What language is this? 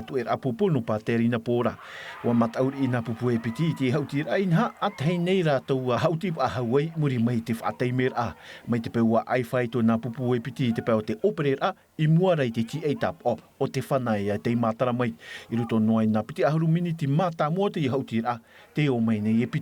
Tahitian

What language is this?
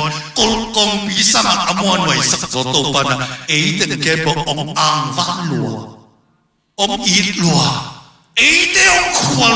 Tedim Chin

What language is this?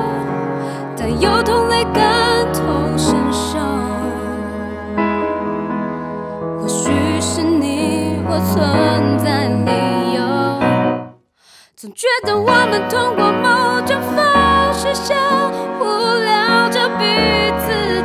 Chinese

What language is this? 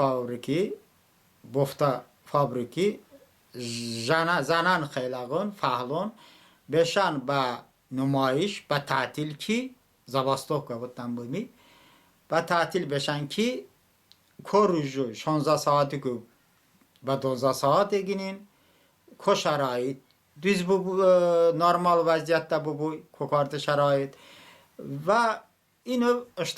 Talysh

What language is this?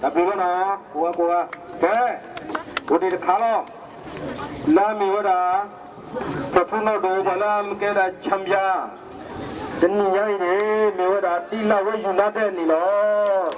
S'gaw Karen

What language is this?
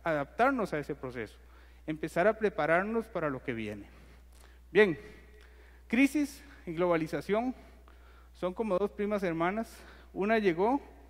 Spanish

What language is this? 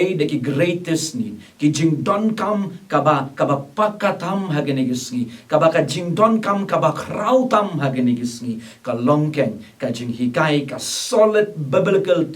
Khasi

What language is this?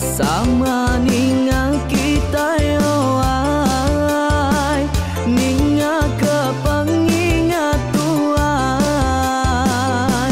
Iban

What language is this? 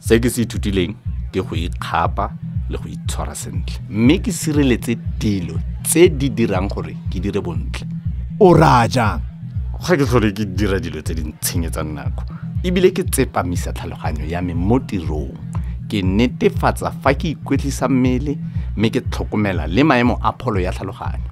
Tswana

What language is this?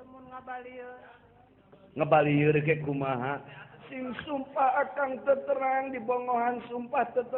Sundanese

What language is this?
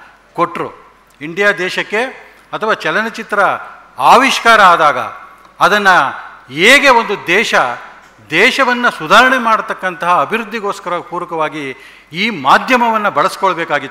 Kannada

